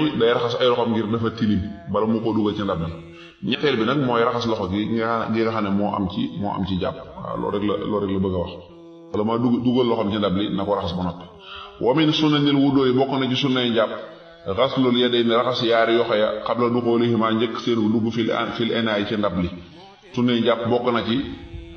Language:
Wolof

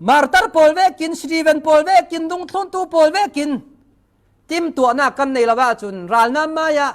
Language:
Falam Chin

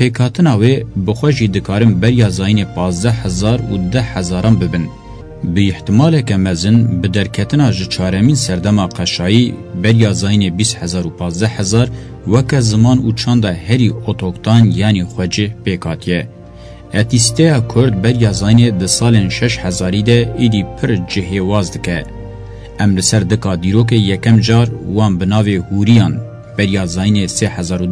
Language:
Kurdish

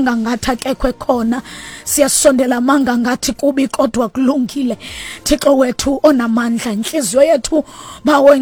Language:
Xhosa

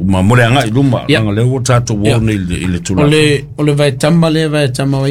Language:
Samoan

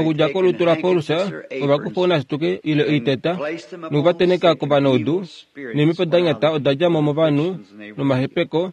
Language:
Kuanyama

